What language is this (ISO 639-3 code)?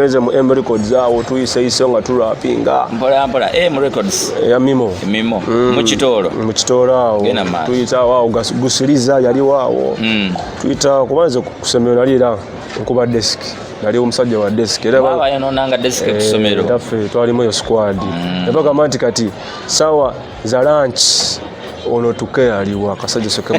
lug